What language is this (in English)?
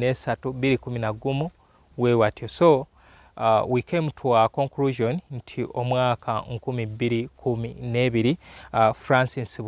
Ganda